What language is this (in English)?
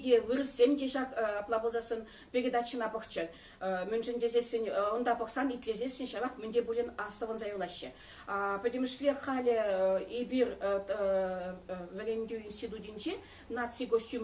Chuvash